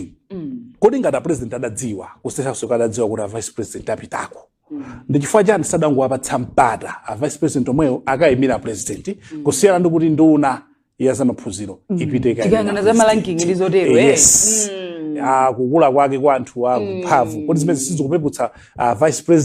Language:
Nyanja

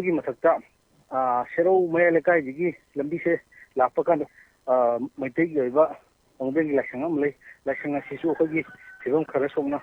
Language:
Manipuri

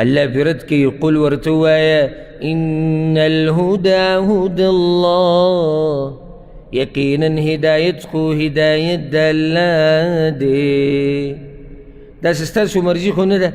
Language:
Pashto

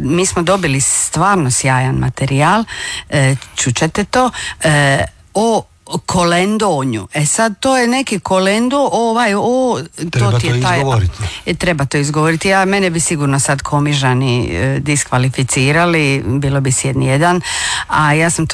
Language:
Croatian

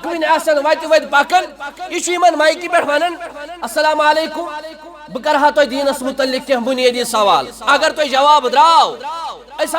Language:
Kashmiri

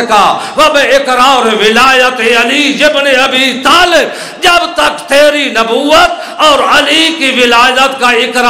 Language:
Urdu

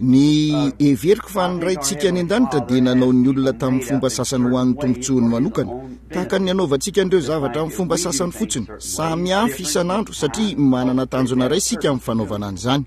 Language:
Malagasy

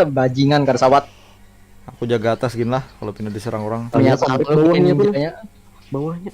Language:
Banjar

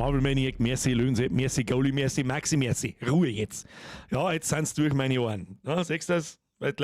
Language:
Bavarian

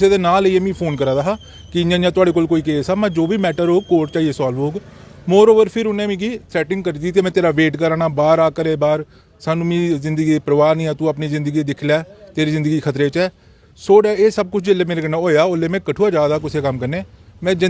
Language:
Dogri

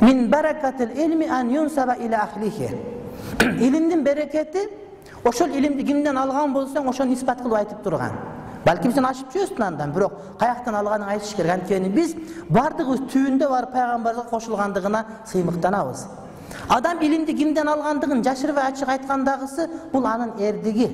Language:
Kyrgyz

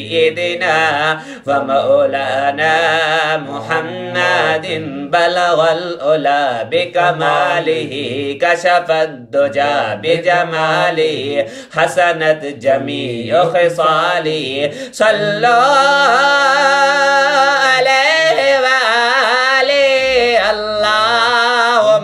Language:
Urdu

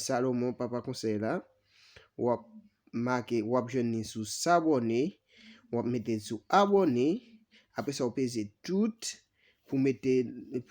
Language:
Haitian Creole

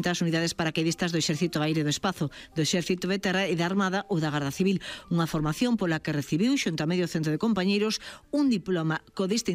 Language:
Galician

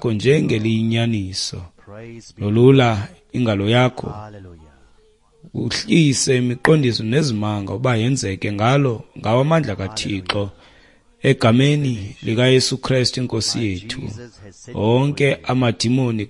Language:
Xhosa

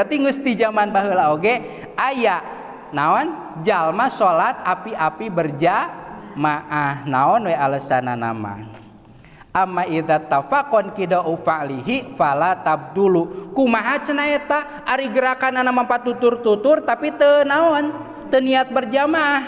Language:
Sundanese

